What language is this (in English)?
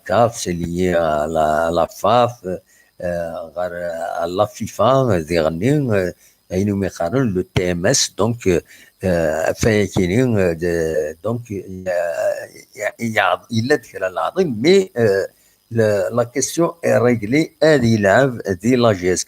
Kabyle